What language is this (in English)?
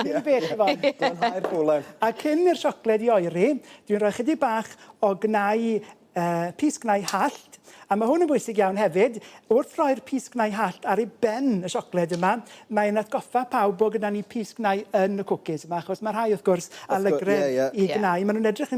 Welsh